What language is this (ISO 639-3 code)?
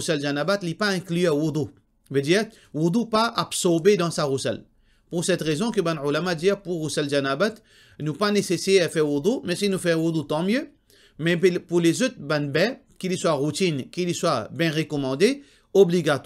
mfe